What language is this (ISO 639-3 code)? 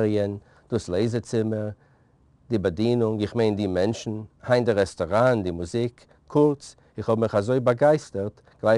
yid